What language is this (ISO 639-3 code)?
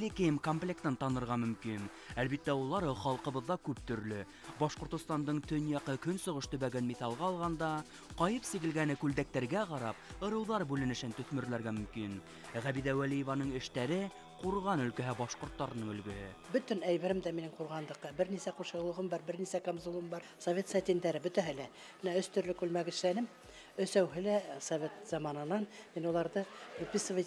bak